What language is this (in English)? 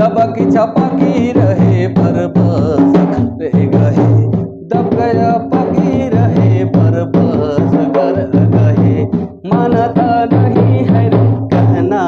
Sadri